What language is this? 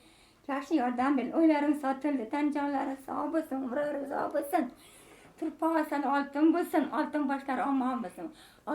Uzbek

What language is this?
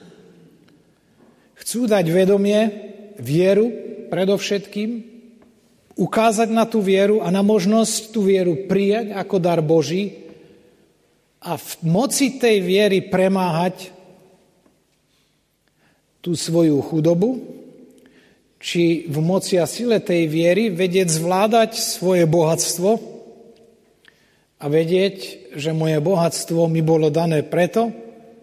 Slovak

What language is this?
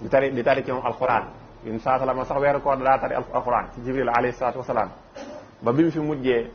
Wolof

